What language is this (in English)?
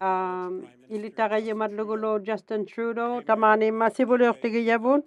Inuktitut